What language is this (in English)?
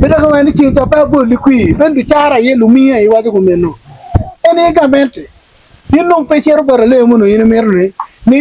Acoli